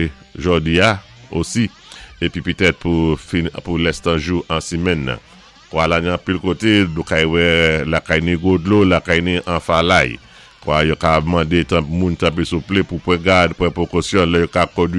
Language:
Saint Lucian Creole French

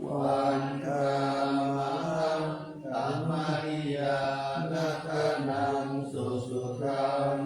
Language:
Pali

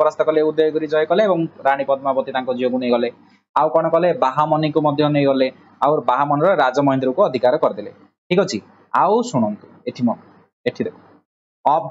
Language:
Odia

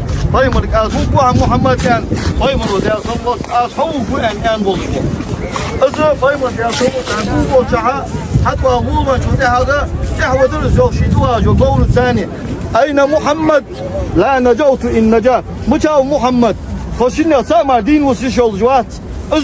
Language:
Ingush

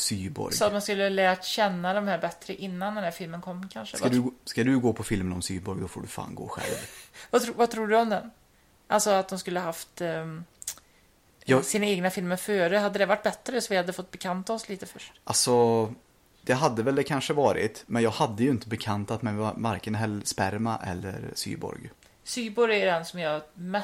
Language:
Swedish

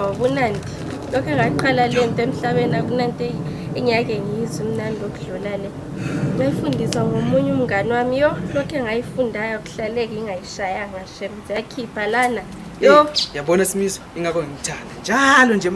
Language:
Zulu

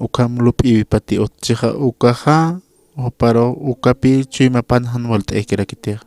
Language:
Aymara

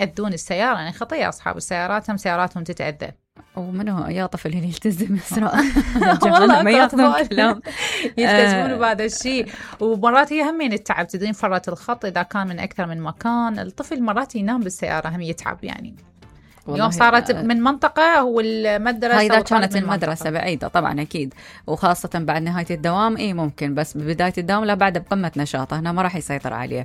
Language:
Mesopotamian Arabic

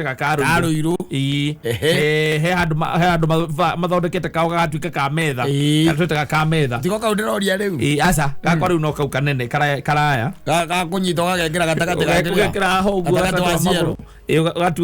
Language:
Kikuyu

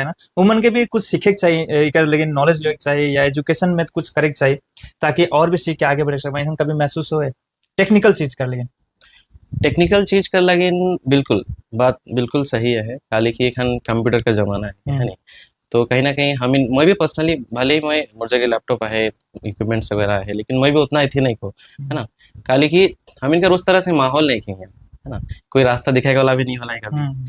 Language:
Sadri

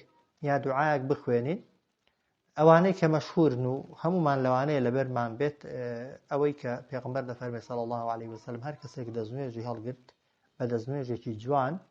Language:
Central Kurdish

